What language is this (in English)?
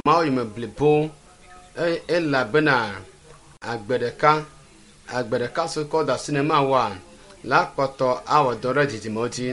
Ewe